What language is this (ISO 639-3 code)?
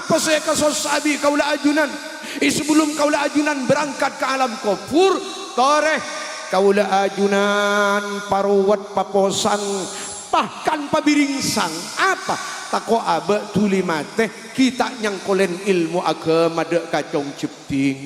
mad